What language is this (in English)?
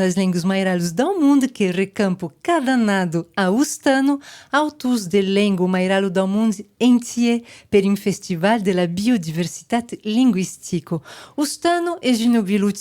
Occitan